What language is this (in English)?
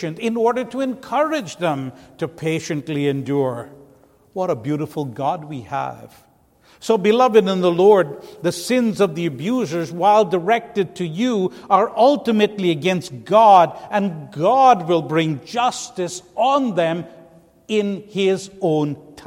English